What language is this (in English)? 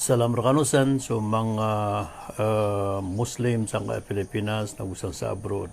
Maranao